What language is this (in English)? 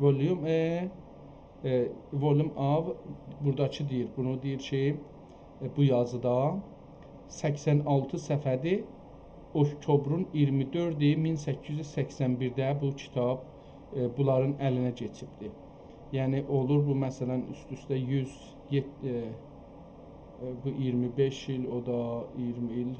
South Azerbaijani